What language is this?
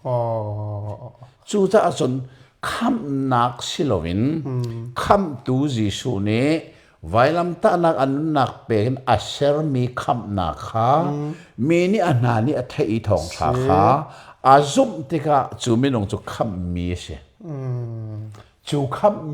Hakha Chin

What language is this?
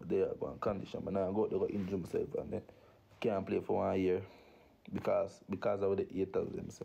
Jamaican Creole English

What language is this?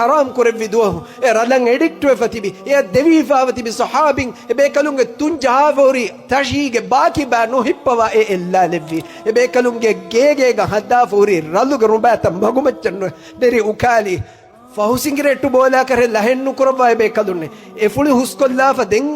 Divehi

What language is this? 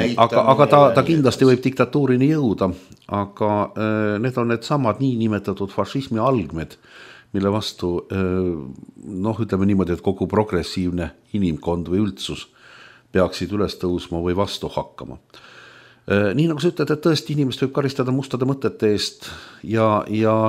Estonian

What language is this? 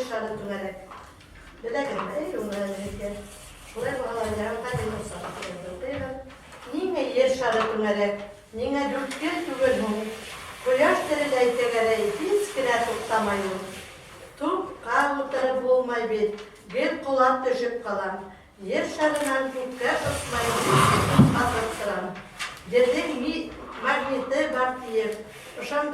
Bashkir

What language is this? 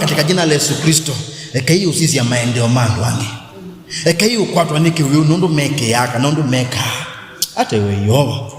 Kamba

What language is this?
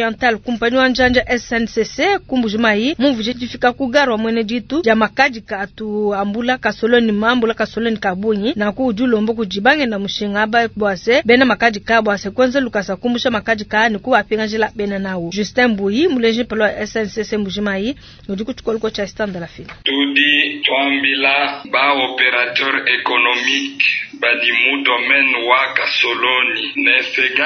Luba-Lulua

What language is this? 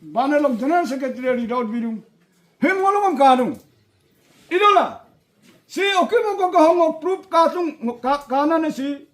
Adi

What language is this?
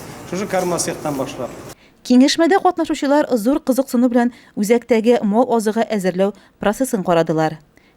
Tatar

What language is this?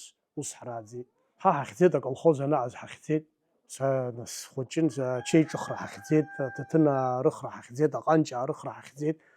Abkhazian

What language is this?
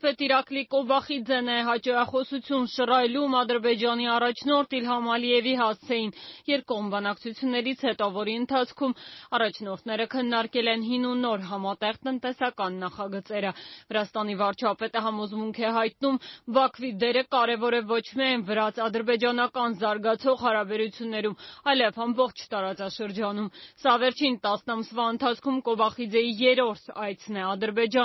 Armenian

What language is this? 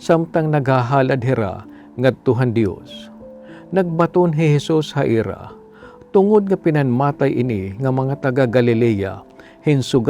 Waray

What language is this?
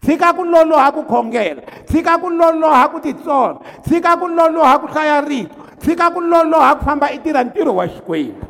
Tsonga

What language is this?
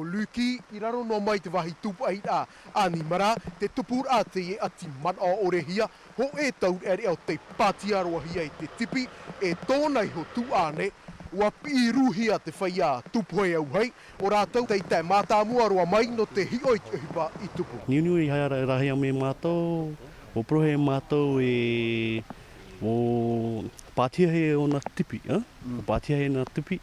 Tahitian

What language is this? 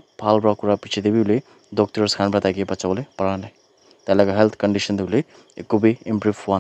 Naga Pidgin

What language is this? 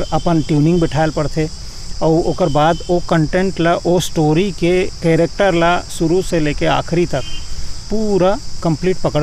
Chhattisgarhi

